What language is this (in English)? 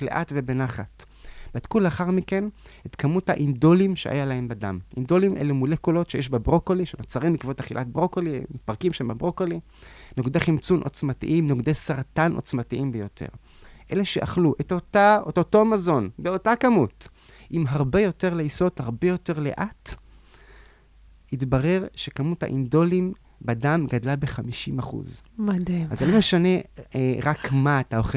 Hebrew